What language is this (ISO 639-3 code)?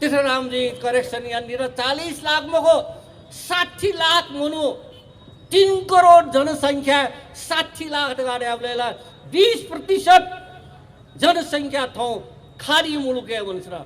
new